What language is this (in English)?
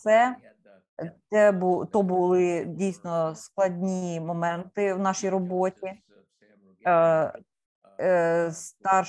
Ukrainian